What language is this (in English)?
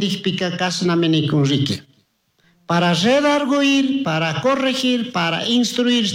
Chimborazo Highland Quichua